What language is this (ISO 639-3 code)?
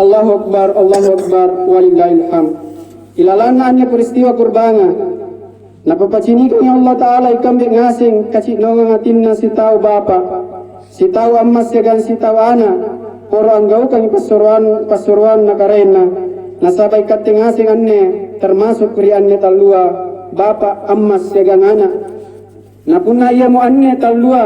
mak